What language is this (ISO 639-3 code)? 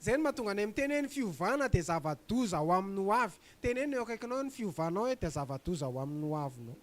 mlg